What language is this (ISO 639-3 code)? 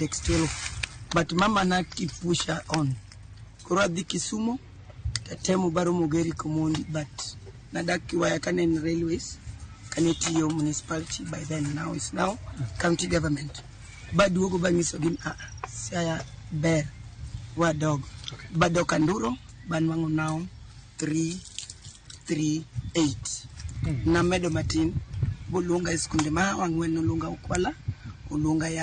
luo